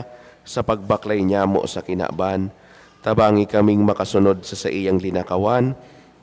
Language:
Bikol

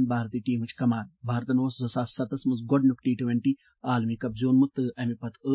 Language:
Kashmiri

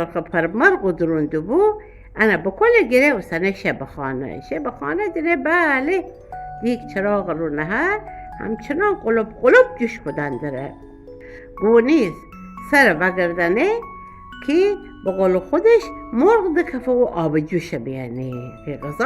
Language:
Gilaki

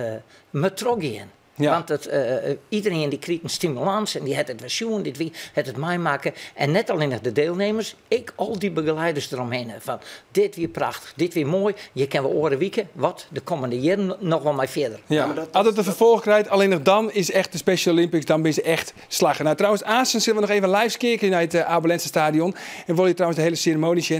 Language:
Western Frisian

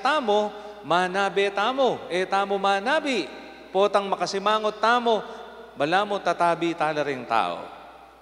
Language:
Pampanga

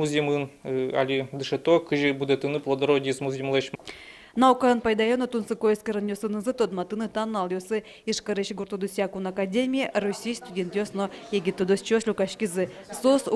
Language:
Udmurt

